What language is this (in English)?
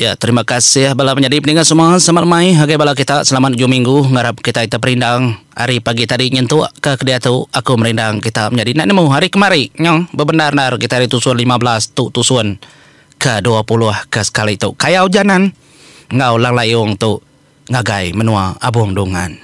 Iban